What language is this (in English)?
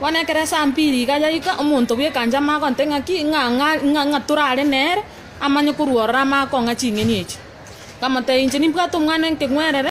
Gusii